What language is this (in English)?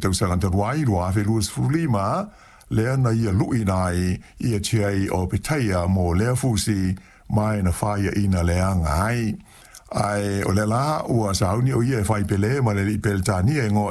Samoan